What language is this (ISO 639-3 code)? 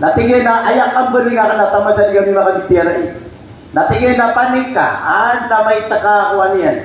mrw